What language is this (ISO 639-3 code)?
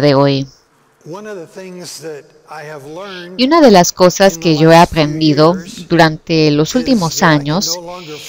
spa